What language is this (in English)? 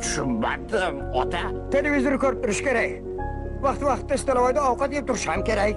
Kara-Kalpak